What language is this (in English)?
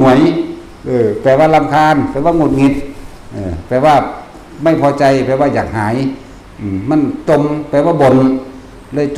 Northeastern Thai